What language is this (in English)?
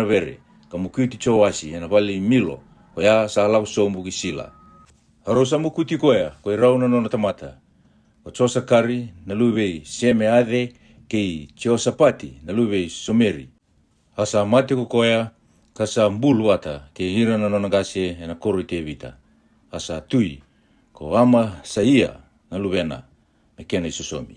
Fijian